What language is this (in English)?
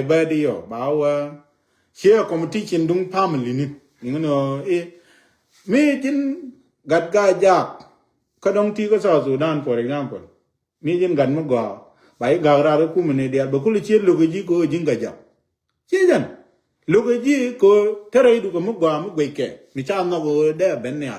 Nuer